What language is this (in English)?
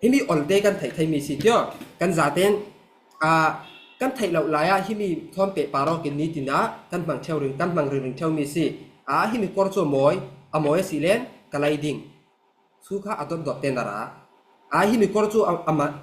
Falam Chin